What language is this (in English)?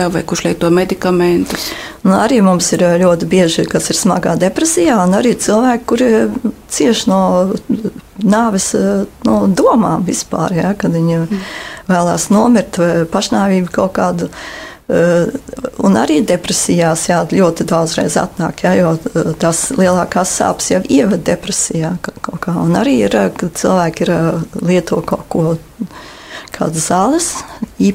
Latvian